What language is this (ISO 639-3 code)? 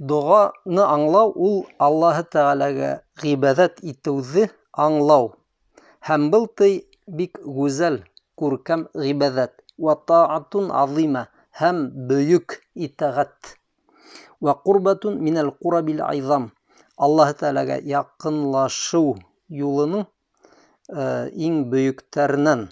bak